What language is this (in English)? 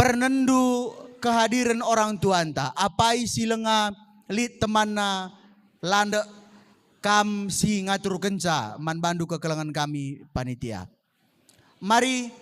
Batak Karo